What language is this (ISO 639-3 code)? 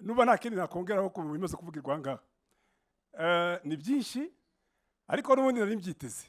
kin